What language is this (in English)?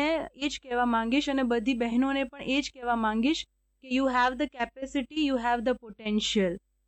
Gujarati